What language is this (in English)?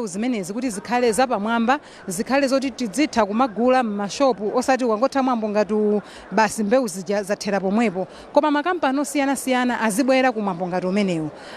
Nyanja